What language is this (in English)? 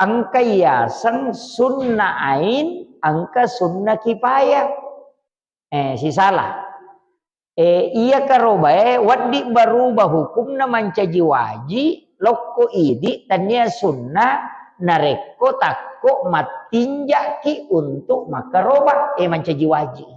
Buginese